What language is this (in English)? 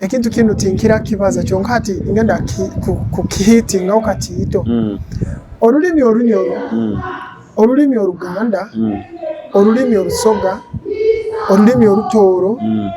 Nyoro